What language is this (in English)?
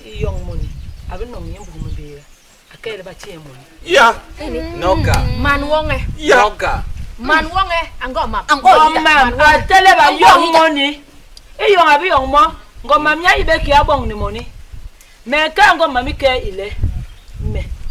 Basaa